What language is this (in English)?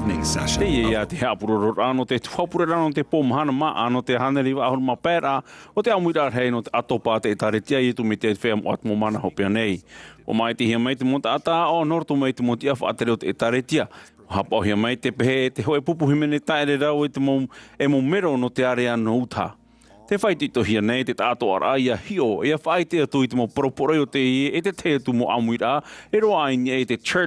Tahitian